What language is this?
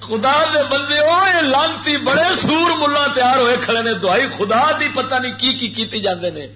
Western Panjabi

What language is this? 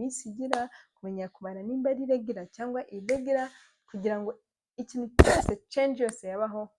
Kinyarwanda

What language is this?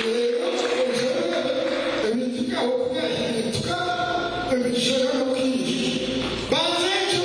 Nyankole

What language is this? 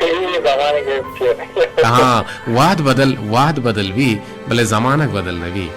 Baluchi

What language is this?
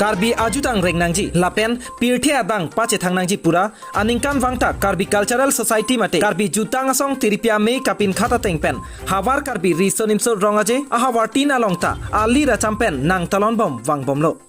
Karbi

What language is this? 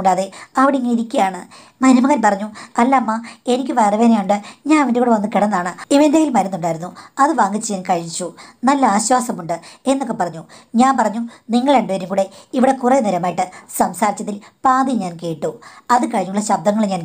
Malayalam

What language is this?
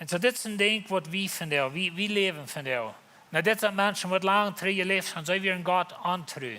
Plautdietsch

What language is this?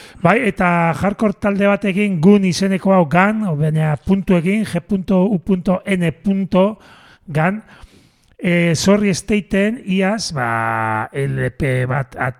Basque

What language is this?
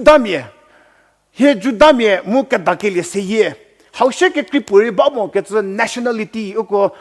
Angami Naga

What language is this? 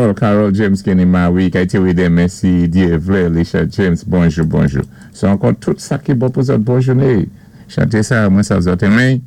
Saint Lucian Creole French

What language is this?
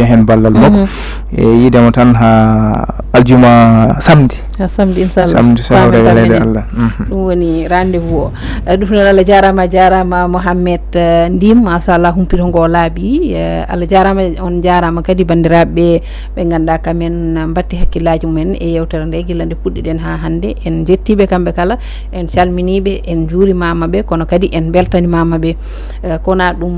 Fula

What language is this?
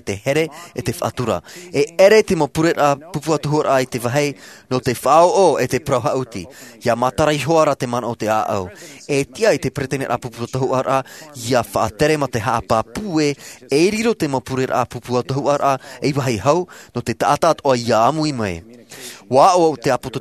Tahitian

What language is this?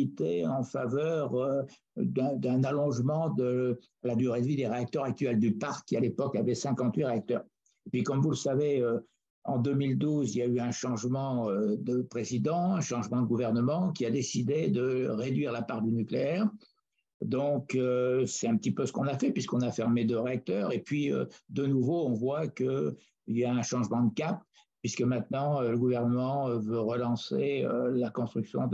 French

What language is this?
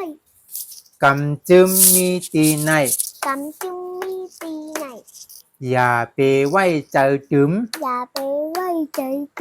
Shan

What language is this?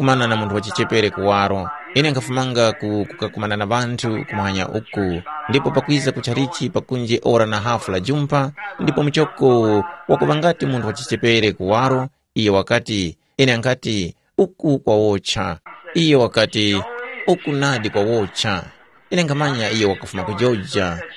Tumbuka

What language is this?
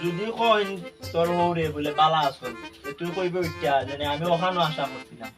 Sylheti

